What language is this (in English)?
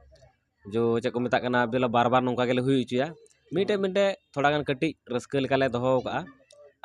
Santali